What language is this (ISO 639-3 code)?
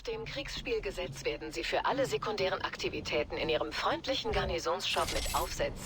bar